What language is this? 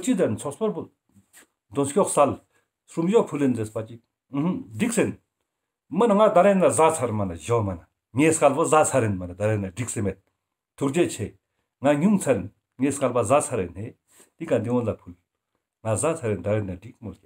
Ladakhi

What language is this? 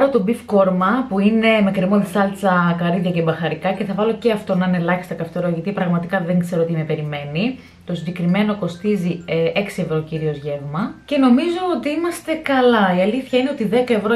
Greek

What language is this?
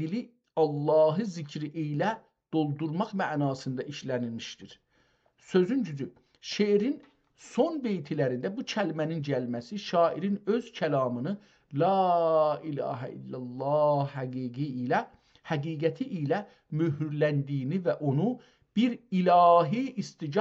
South Azerbaijani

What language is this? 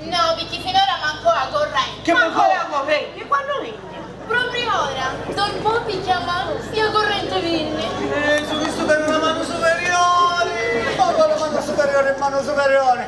Sicilian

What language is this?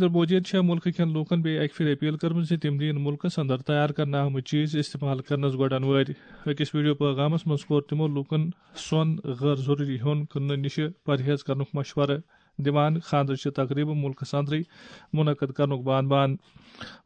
Kashmiri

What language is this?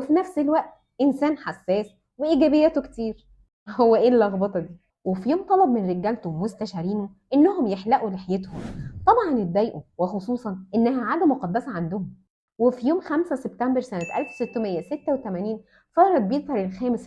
Egyptian Arabic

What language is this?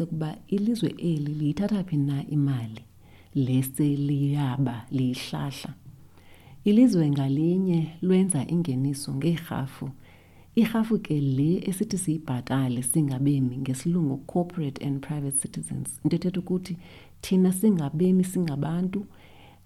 Xhosa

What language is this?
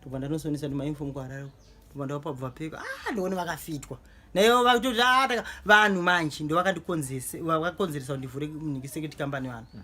Shona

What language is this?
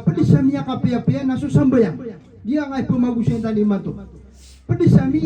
Maranao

